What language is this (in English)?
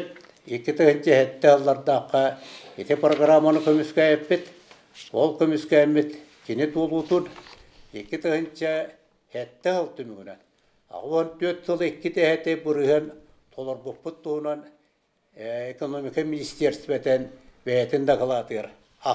Yakut